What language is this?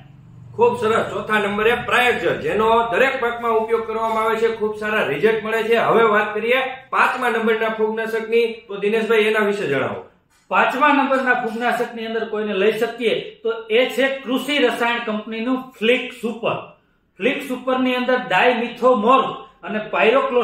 Gujarati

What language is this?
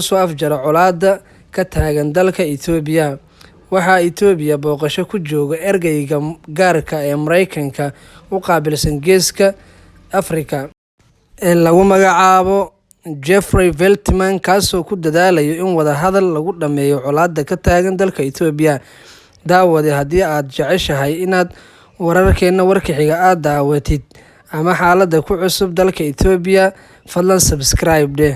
Somali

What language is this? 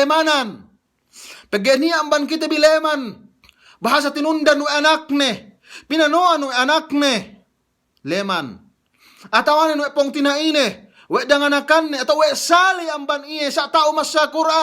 Yakan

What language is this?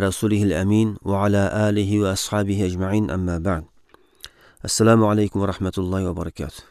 Uyghur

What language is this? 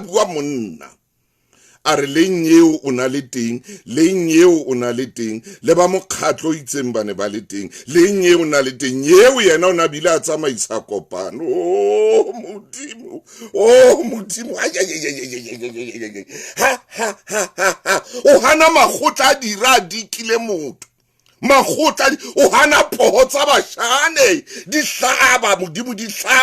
Southern Sotho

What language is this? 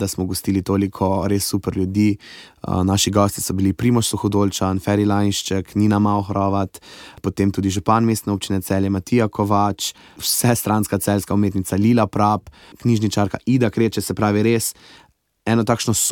Slovenian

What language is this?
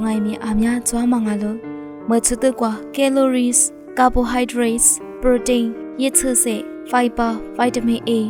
Lisu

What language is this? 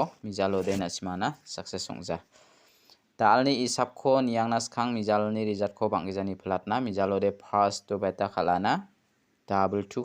Garo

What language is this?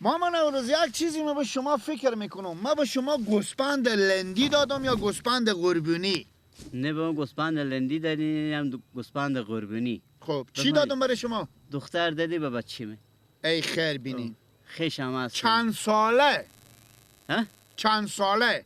Persian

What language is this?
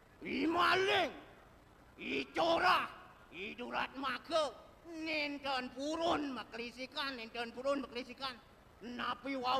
Balinese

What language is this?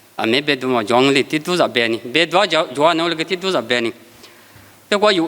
Lisu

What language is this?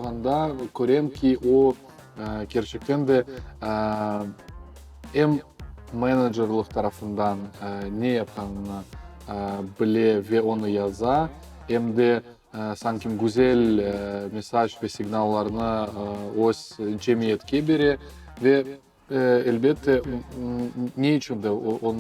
Crimean Tatar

